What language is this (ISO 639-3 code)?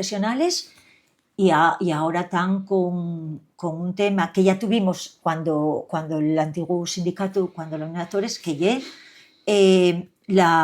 ast